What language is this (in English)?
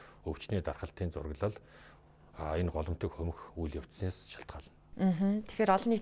Mongolian